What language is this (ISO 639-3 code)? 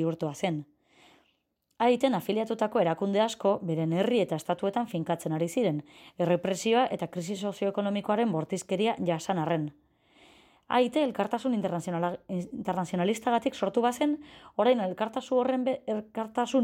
eus